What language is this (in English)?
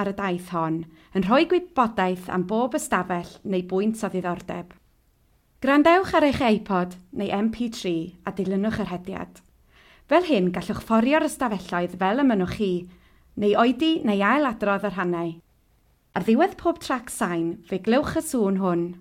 Welsh